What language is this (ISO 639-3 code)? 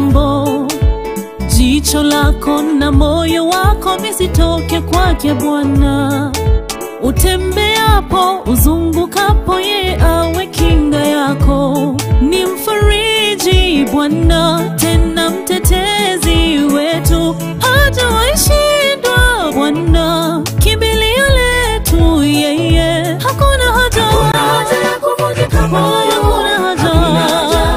swa